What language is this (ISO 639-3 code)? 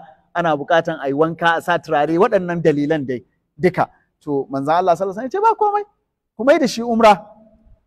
hau